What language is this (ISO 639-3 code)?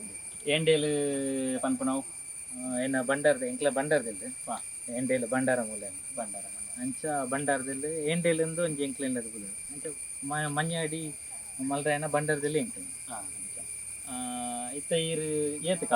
tcy